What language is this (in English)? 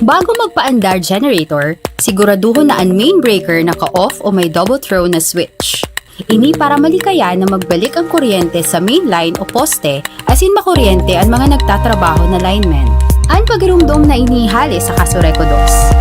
Bikol